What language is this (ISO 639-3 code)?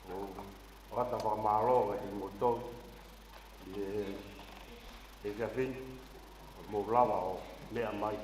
ton